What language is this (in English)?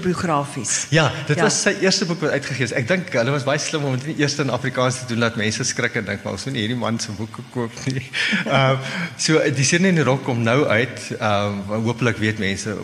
Afrikaans